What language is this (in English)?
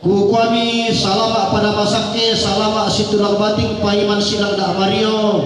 Toraja-Sa'dan